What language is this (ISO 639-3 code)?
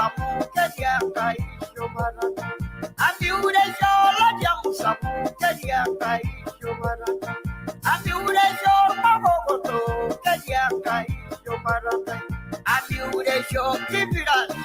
mas